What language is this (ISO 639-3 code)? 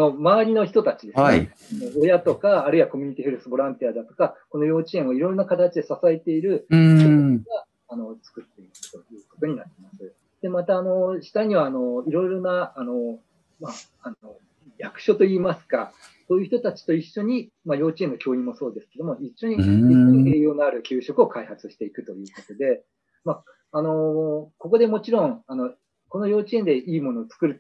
jpn